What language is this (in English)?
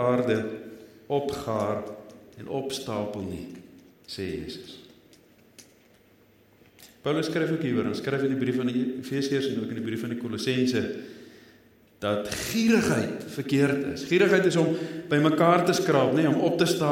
Afrikaans